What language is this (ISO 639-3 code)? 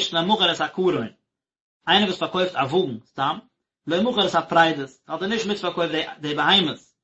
yid